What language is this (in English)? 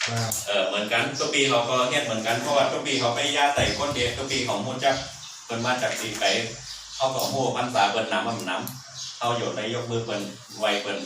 Shan